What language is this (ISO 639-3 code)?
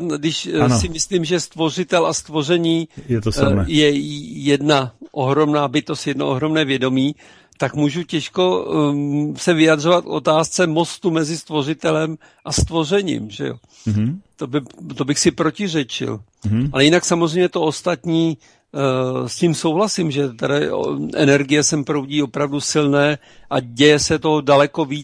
ces